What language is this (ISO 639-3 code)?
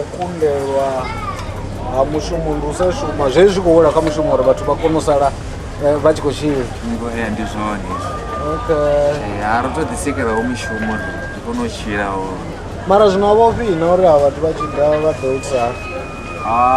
ven